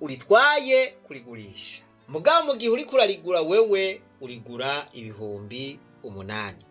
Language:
Rundi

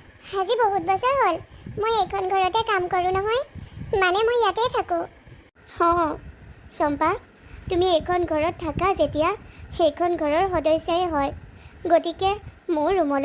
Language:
Assamese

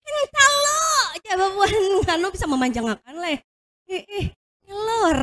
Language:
Banjar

